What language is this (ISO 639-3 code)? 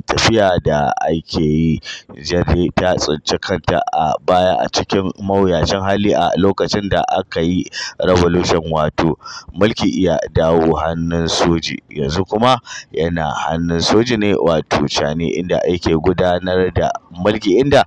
hau